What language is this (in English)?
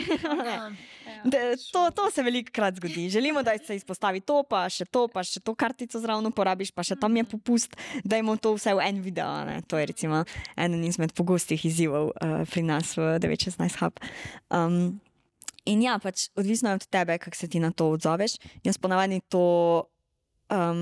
Slovenian